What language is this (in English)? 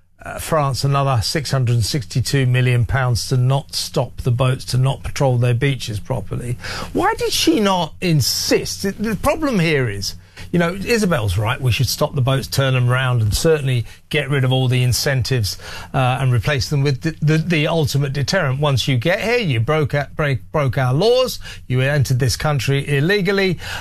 English